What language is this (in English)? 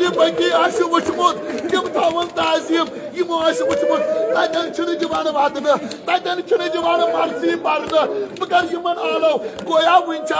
Kashmiri